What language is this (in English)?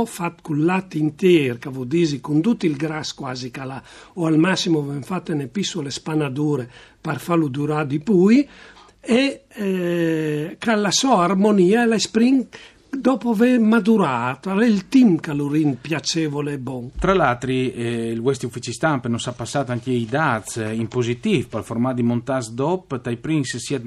Friulian